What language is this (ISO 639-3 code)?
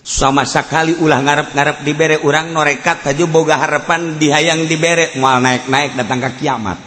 sun